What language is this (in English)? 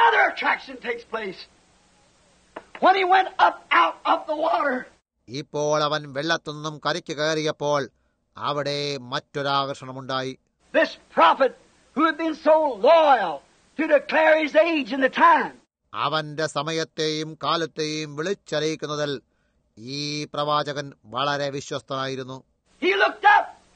Malayalam